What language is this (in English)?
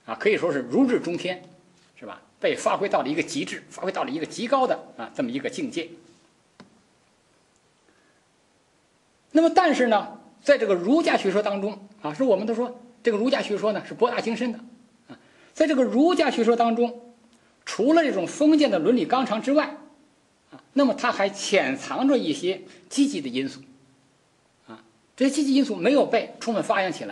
Chinese